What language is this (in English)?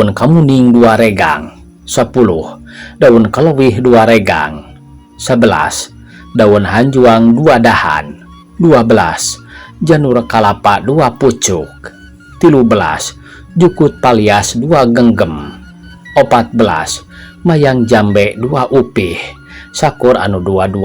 Sundanese